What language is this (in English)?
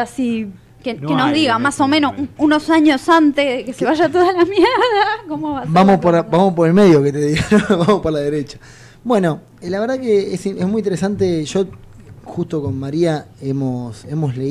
Spanish